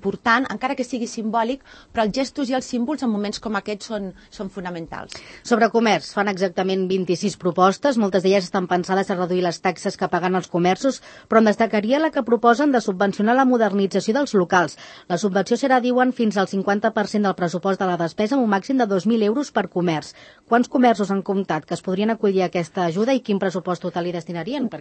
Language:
Catalan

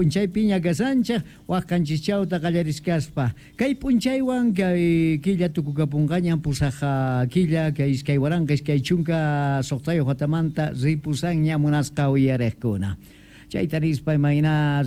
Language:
South Bolivian Quechua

